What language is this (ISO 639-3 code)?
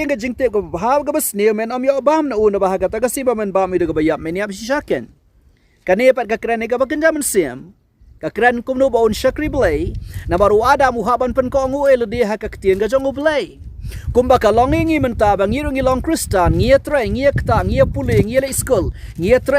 kha